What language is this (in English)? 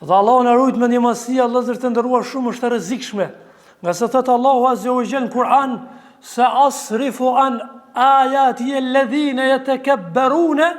Albanian